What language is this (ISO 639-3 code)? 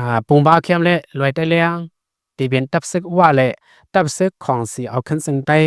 shn